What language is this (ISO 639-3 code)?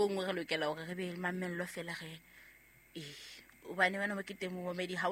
sot